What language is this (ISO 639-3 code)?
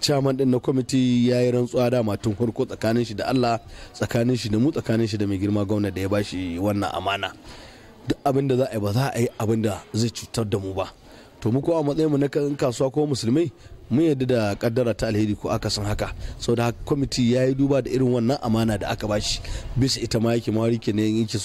hau